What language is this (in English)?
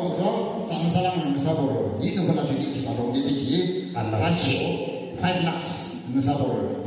Yimchungru Naga